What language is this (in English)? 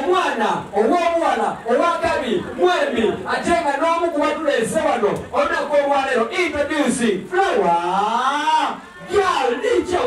Soga